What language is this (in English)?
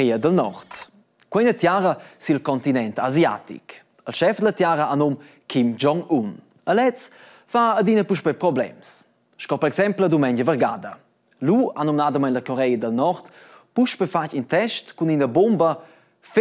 Romansh